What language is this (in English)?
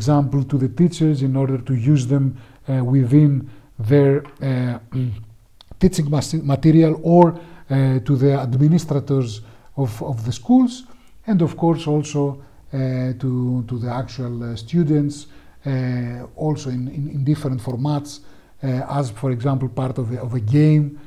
English